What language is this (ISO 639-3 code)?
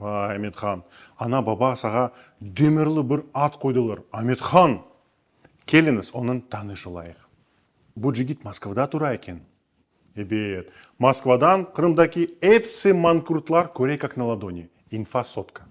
crh